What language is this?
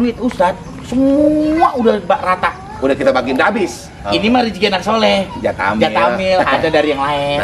Betawi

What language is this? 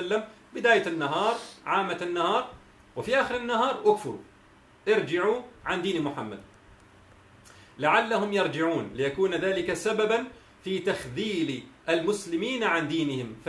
Arabic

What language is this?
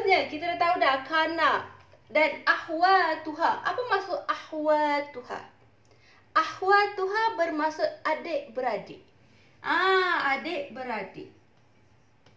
Malay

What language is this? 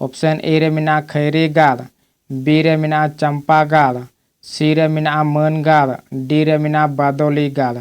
Santali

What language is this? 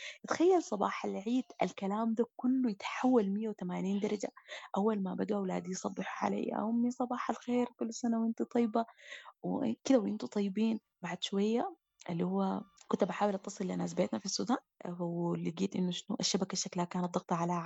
Sudanese Arabic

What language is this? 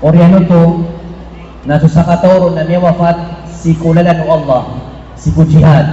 Maranao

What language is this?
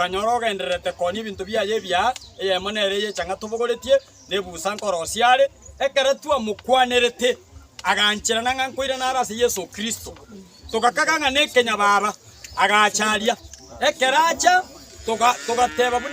Gusii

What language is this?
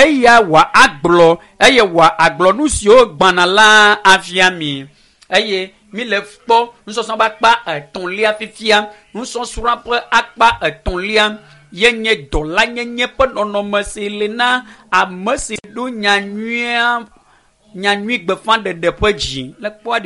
Ewe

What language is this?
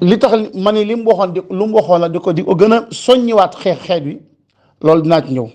Wolof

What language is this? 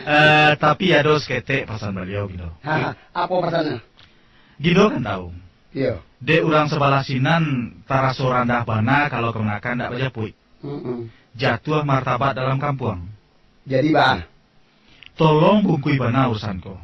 Minangkabau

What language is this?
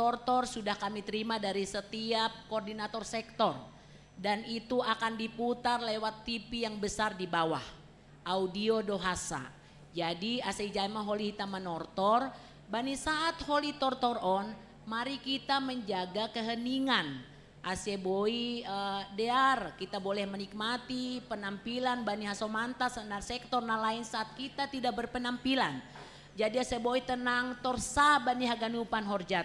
Batak Simalungun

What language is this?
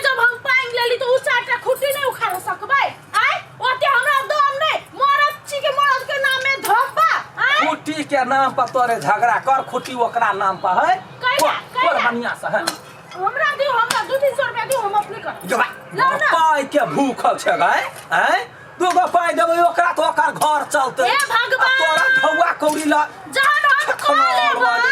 Maithili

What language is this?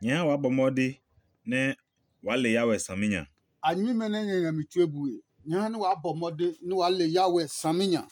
Adangme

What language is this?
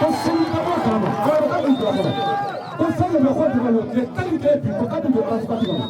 Bambara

